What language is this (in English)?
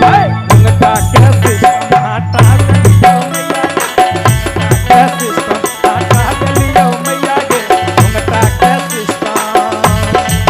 Magahi